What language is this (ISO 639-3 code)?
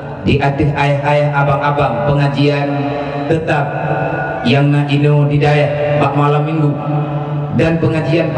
ace